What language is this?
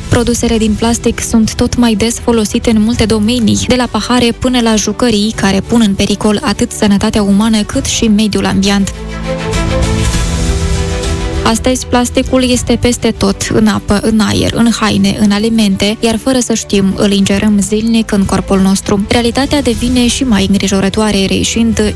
Romanian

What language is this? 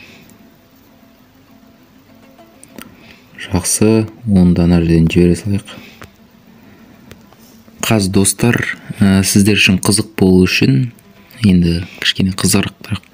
Kazakh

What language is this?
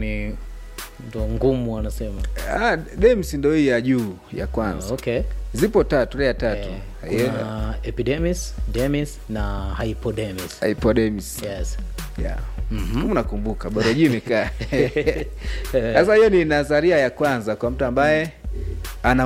Swahili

